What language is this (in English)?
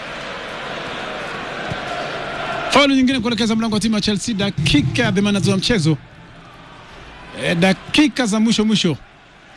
Swahili